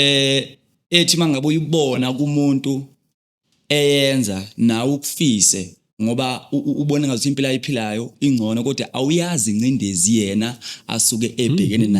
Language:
Zulu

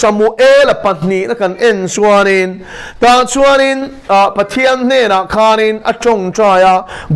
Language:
Mizo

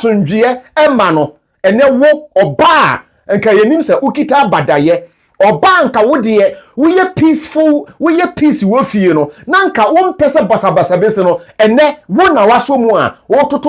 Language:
Akan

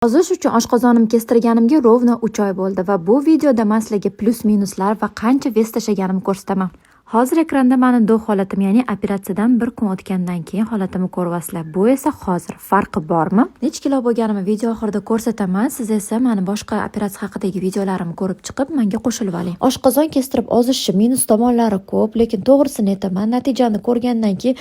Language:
Uzbek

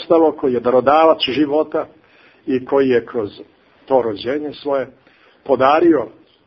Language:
Serbian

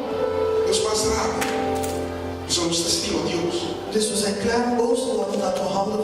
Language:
Papiamento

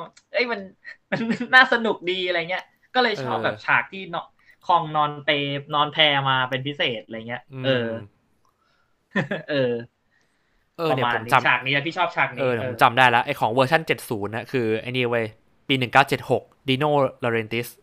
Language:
Thai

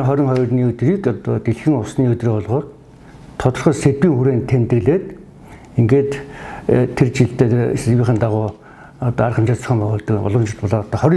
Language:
Mongolian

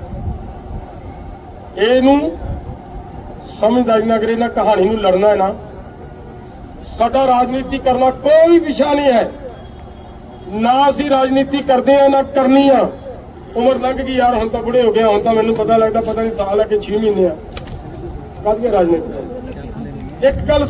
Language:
Punjabi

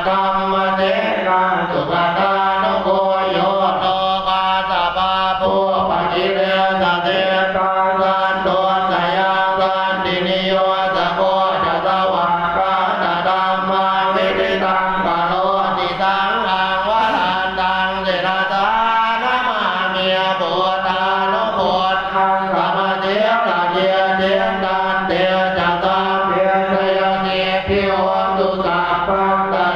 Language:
Pali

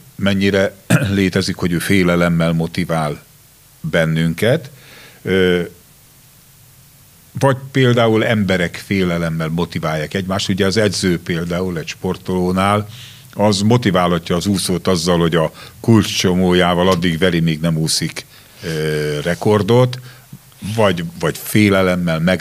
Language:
Hungarian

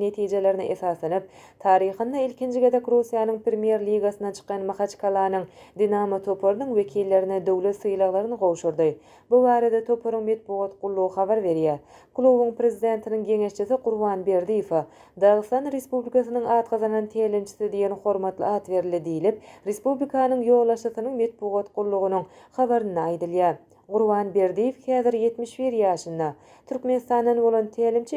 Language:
Turkmen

